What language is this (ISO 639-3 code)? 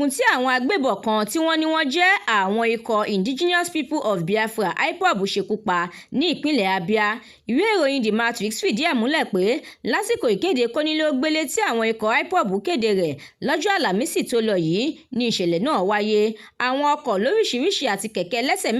yor